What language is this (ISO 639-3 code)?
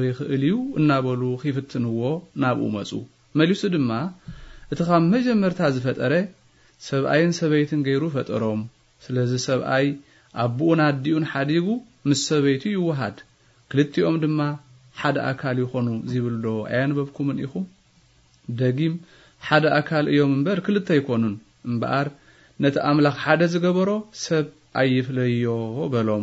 tir